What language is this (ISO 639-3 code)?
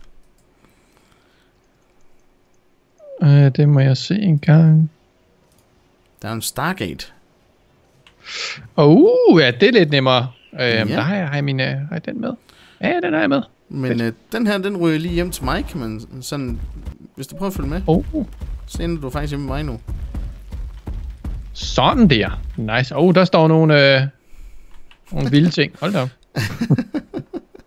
dan